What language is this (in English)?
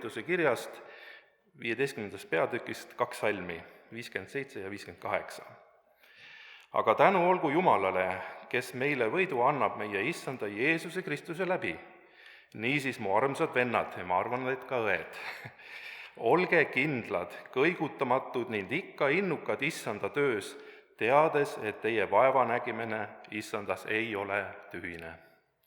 Estonian